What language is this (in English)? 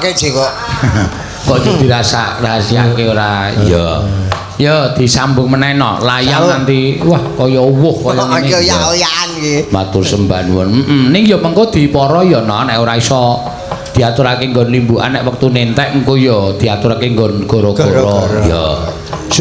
Javanese